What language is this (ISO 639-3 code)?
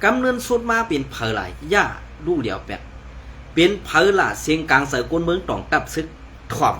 shn